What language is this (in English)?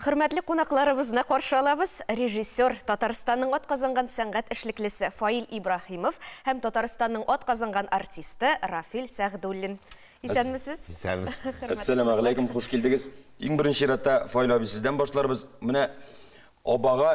Tatar